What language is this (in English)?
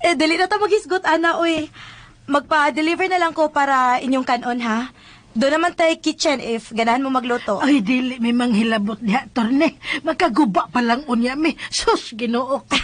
Cebuano